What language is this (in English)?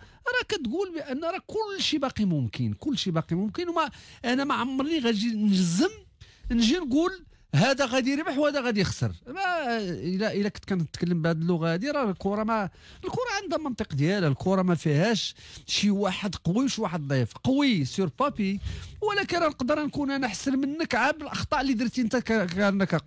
Moroccan Arabic